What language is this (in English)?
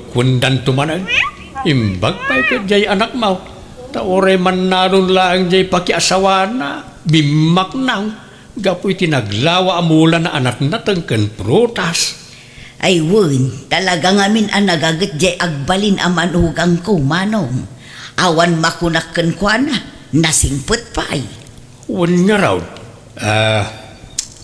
Iloko